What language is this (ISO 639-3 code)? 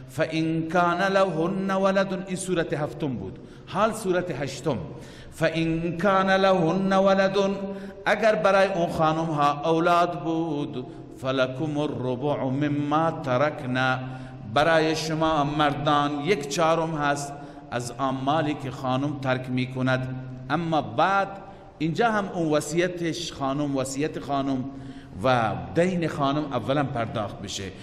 fas